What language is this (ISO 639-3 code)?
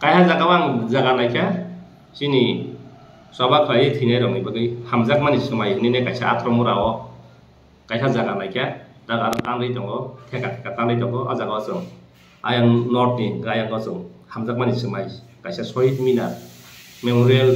trp